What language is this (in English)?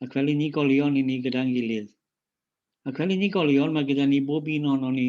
Welsh